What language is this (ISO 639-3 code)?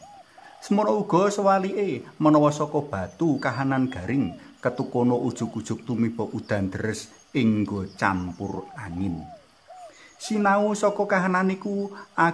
jav